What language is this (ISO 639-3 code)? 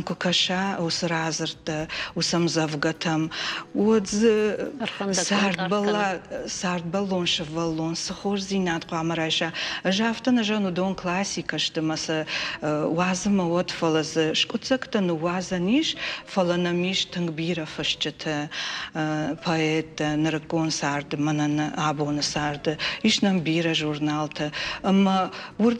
oss